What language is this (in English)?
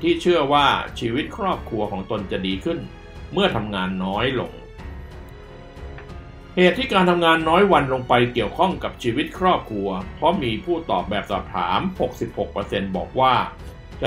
Thai